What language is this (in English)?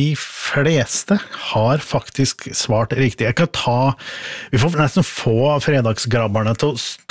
Norwegian